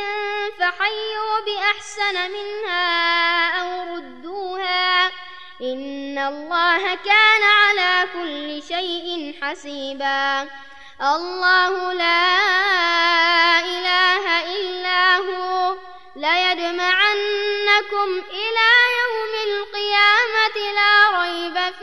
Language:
Arabic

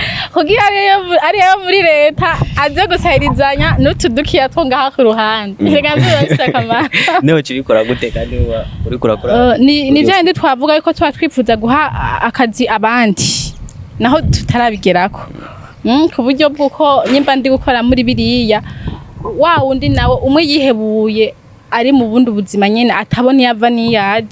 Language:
Rundi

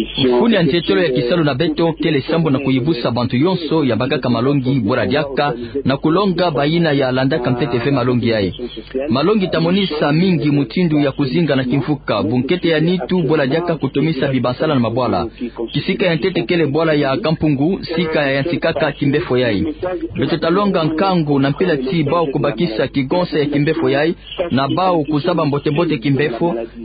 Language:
Kituba (Democratic Republic of Congo)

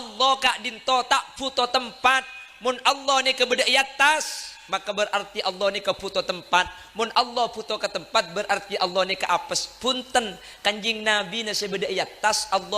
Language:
Madurese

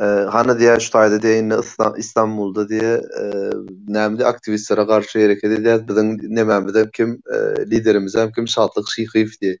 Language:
Turkmen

